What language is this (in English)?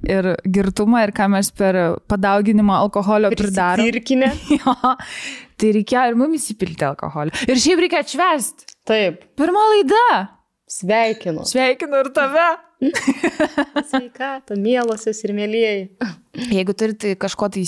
Lithuanian